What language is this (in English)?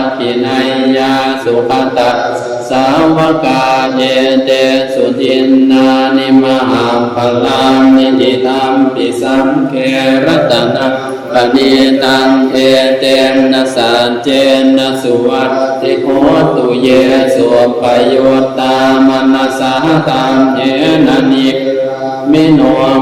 Pali